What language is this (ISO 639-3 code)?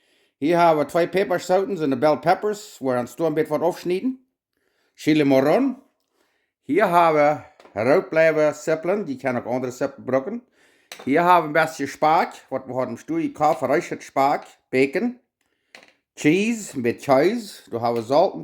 pdt